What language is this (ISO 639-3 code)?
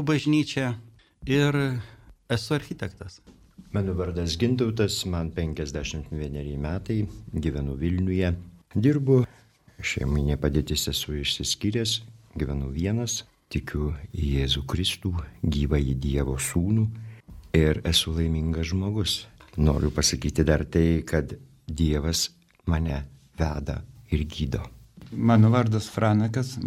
lit